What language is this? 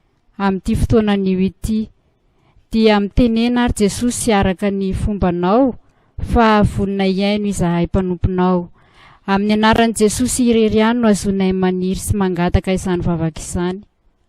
Malagasy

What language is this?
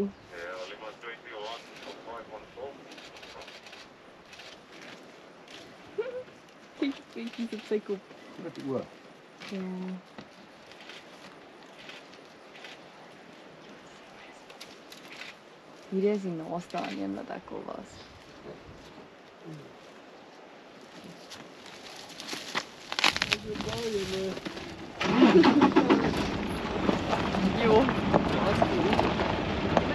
Afrikaans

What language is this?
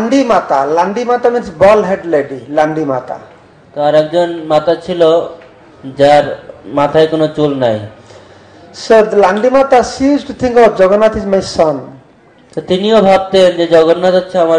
Bangla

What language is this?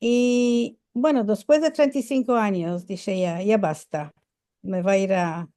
Ladino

